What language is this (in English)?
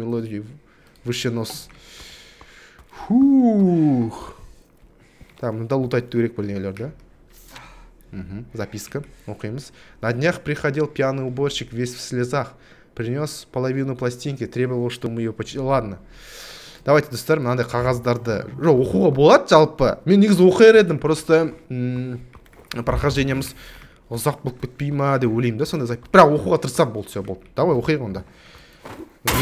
Kazakh